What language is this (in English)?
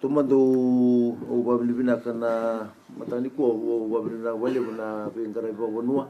Fijian